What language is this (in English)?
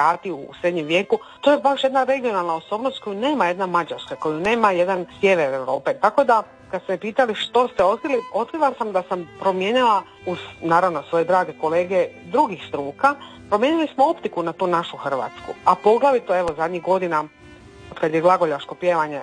Croatian